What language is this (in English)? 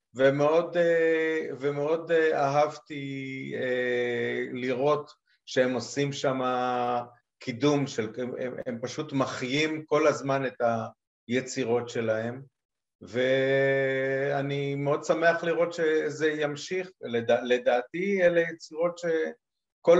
Hebrew